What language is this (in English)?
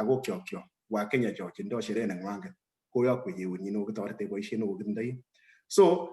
Kalenjin